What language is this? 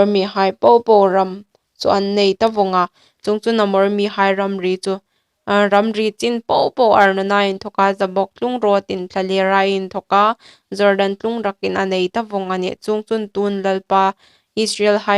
Hmar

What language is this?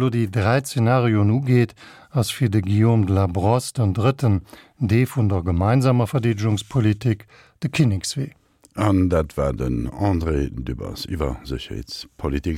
Luxembourgish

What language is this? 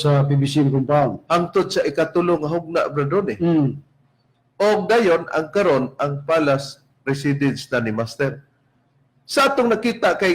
Cebuano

